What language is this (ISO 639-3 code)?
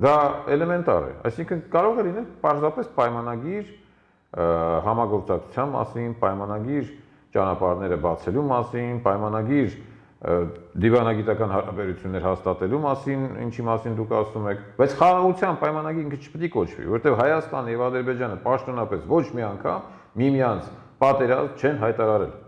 hye